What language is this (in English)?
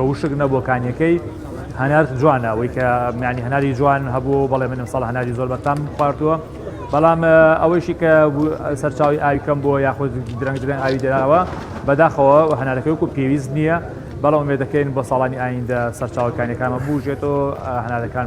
Central Kurdish